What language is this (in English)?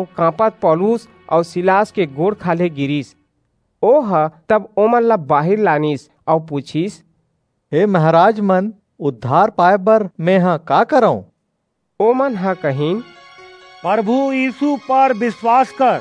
Chhattisgarhi